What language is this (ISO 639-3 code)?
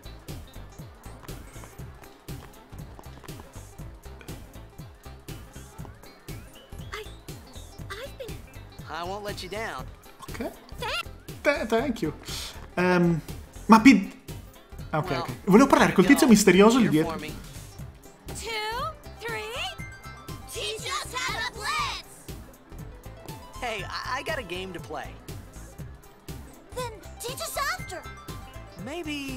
ita